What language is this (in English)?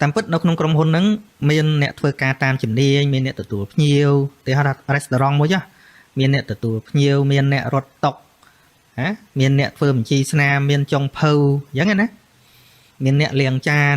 Khmer